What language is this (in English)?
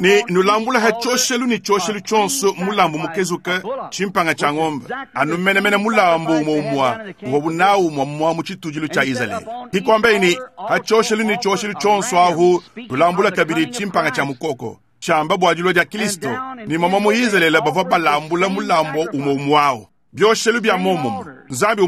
Luba-Lulua